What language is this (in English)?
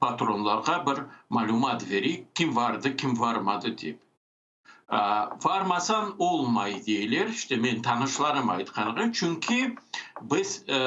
Crimean Tatar